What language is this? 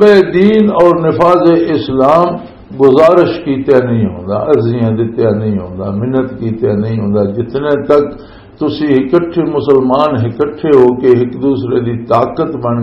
Western Panjabi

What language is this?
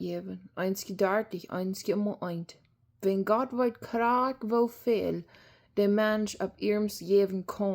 Plautdietsch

